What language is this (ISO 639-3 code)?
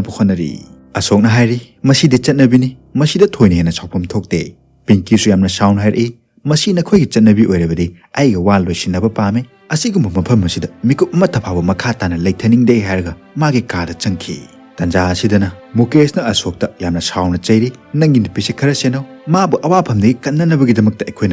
mni